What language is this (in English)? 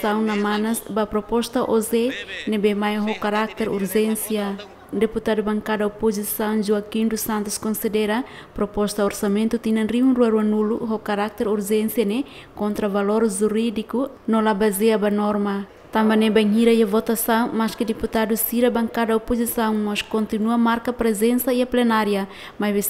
Tetum